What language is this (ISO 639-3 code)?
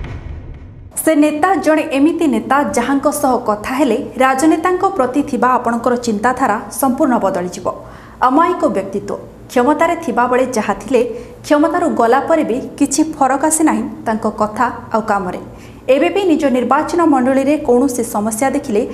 ori